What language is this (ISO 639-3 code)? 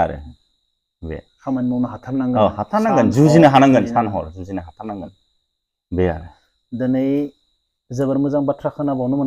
brx